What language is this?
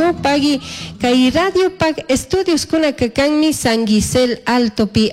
Chimborazo Highland Quichua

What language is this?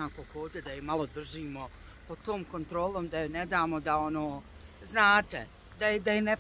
Bosnian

